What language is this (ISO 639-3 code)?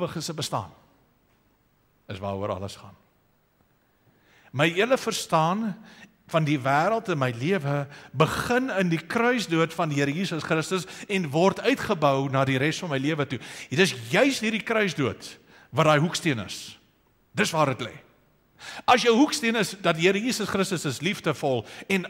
afr